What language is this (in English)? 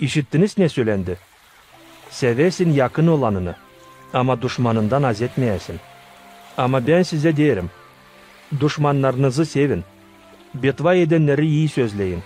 Gagauz